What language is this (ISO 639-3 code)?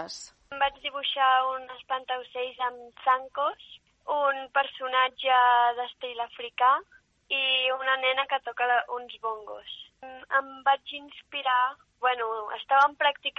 cat